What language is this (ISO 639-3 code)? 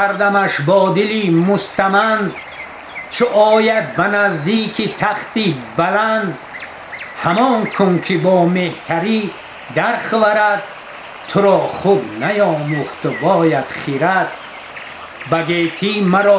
tgk